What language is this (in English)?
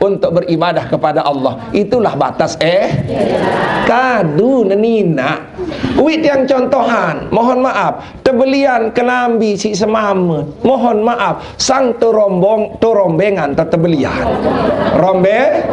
Sasak